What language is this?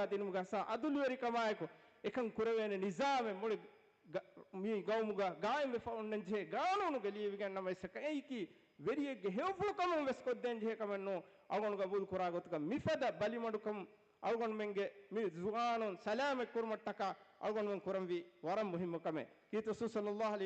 Divehi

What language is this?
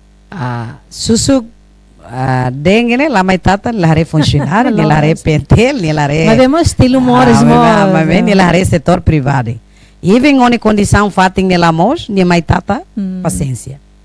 Tetum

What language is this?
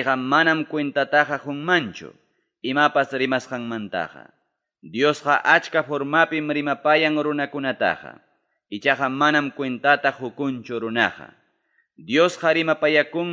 Ayacucho Quechua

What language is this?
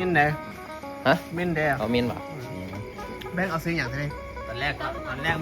Northeastern Thai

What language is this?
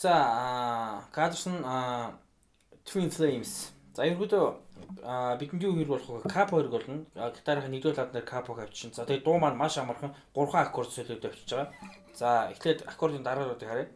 Mongolian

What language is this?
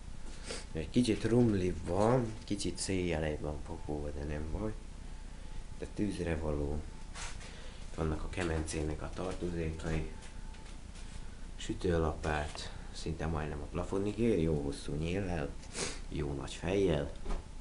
Hungarian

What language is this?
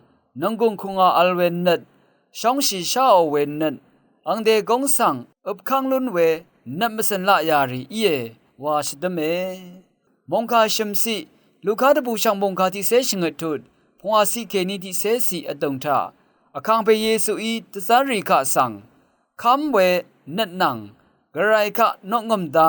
Rawang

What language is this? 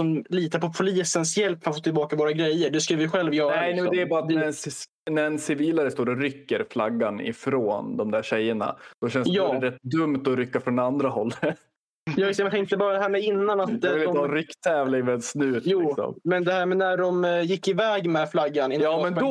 Swedish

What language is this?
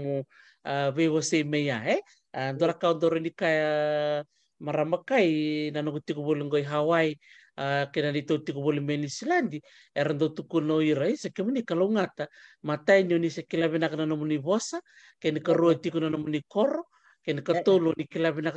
Fijian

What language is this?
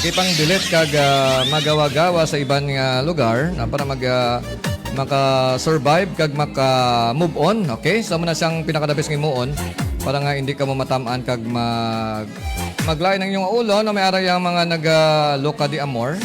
Hiligaynon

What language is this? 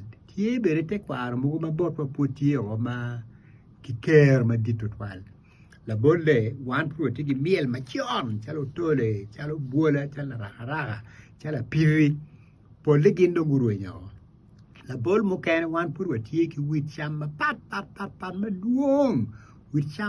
Acoli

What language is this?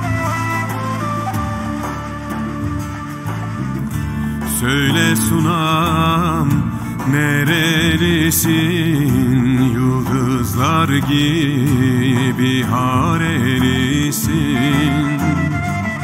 Turkish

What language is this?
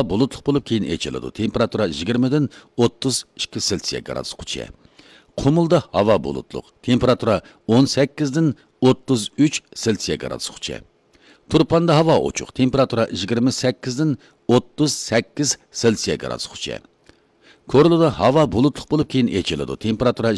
Uyghur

